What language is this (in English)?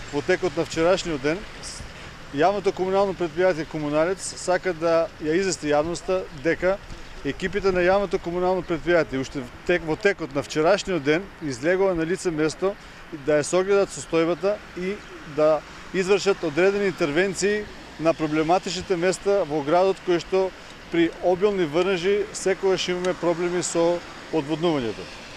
Macedonian